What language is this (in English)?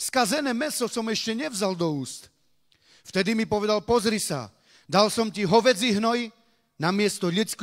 Slovak